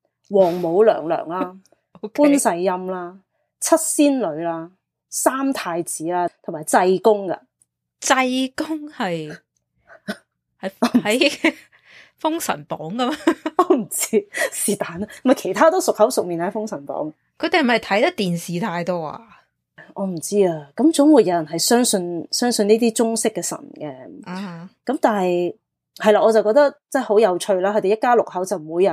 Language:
Cantonese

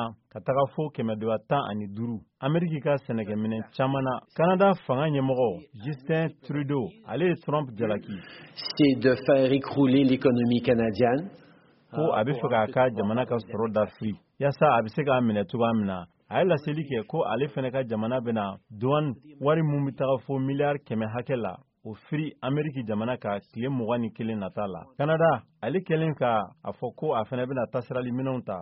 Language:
Bambara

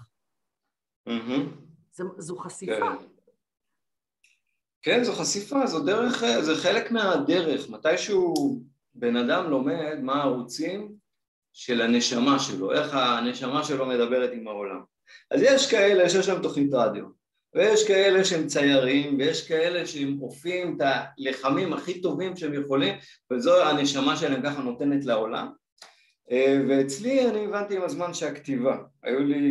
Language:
Hebrew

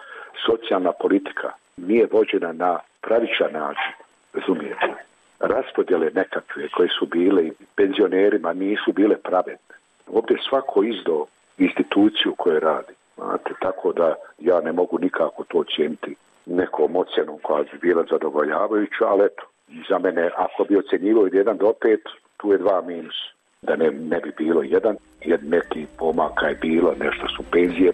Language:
Bosnian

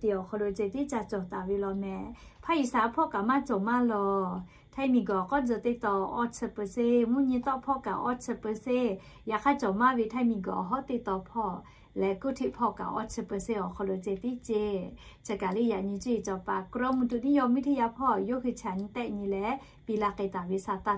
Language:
Lahu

